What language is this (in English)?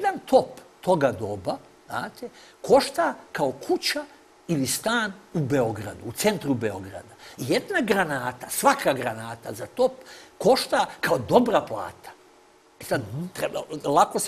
Serbian